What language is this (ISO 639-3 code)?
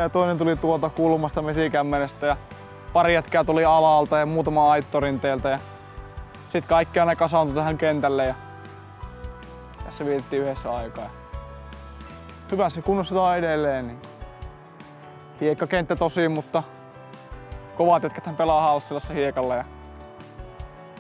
fin